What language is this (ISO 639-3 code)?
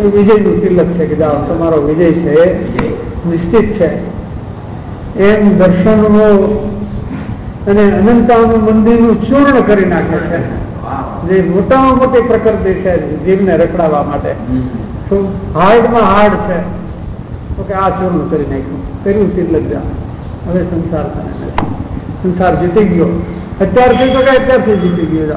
guj